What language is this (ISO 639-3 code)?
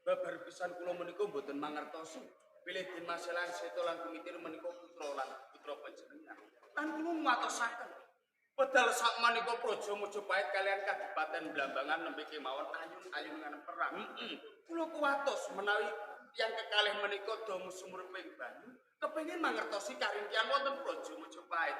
jav